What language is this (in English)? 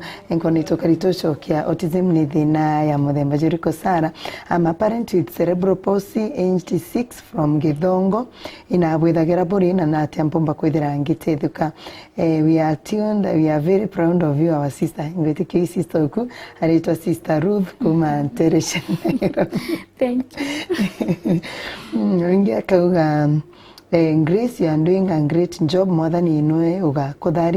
Meru